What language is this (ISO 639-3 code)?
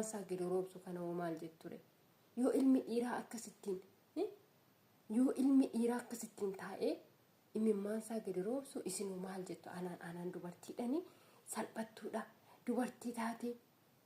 orm